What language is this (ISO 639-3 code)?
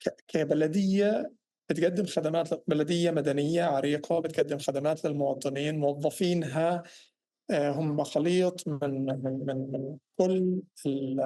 apc